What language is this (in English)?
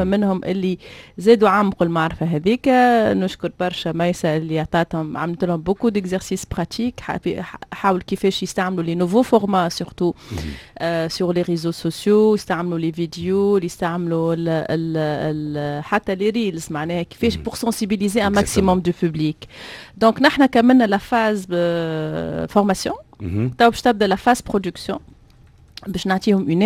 Tunisian Arabic